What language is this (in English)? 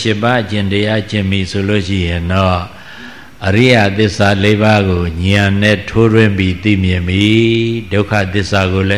Burmese